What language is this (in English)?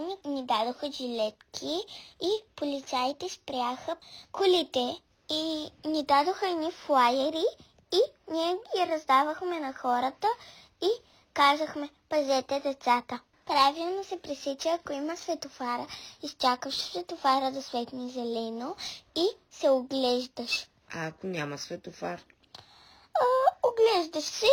Bulgarian